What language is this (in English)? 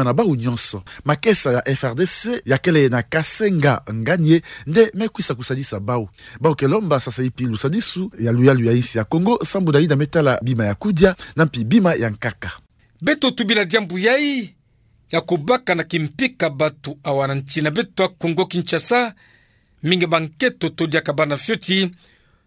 Kituba (Democratic Republic of Congo)